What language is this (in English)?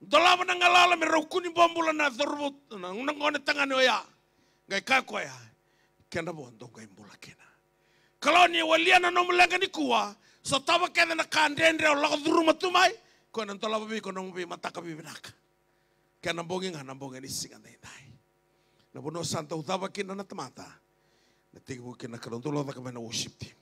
Fijian